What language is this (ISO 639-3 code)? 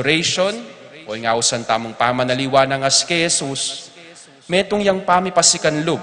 pam